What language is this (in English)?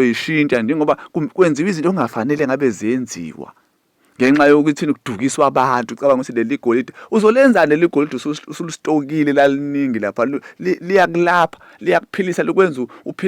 Zulu